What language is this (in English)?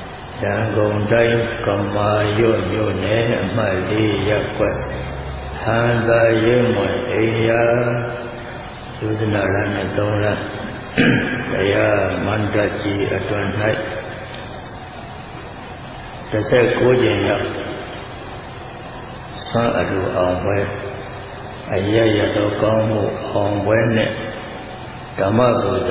Burmese